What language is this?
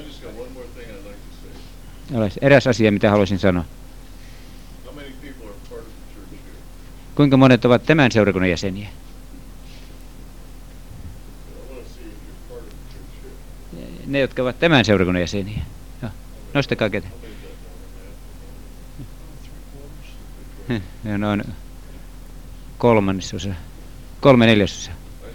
Finnish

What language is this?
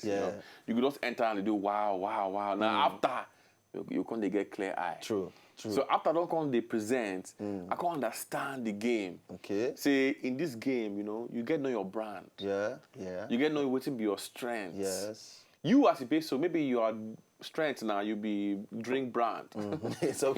Nigerian Pidgin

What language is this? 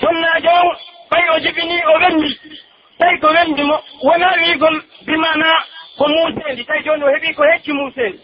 Pular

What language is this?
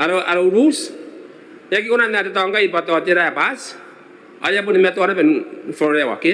Gilbertese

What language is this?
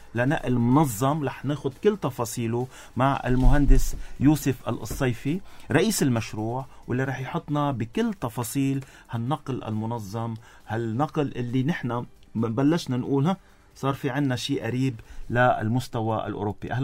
North Levantine Arabic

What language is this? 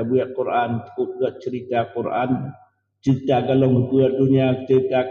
Achinese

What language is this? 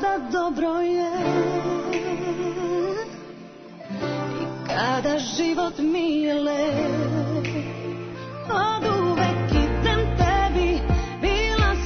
Serbian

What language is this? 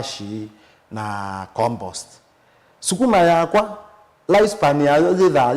Kamba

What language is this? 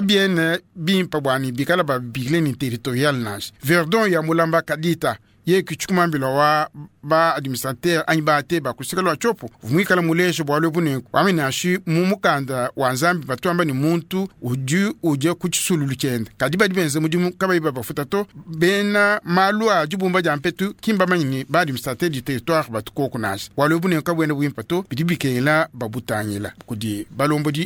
Luba-Lulua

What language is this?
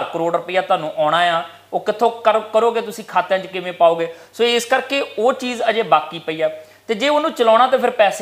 Punjabi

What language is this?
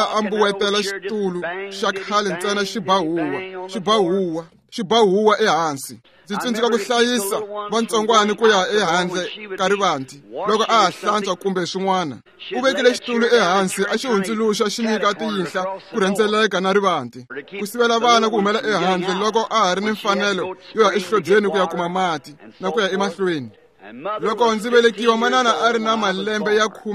Tsonga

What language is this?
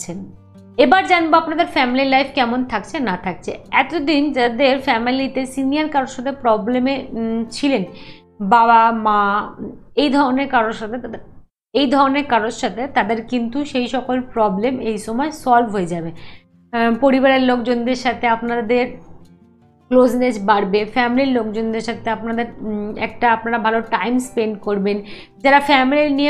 Bangla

